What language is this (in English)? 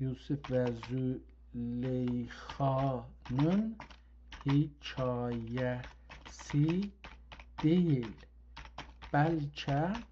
South Azerbaijani